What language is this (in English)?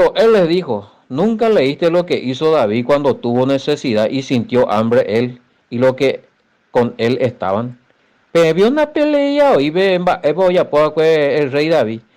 Guarani